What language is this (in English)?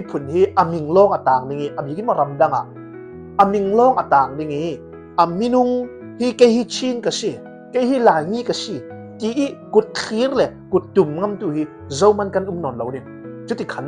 Falam Chin